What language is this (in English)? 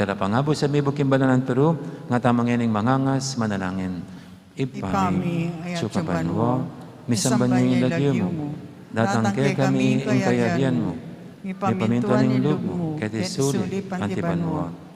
Pampanga